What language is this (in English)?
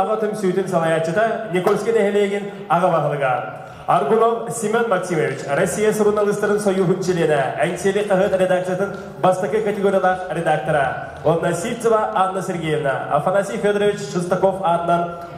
Yakut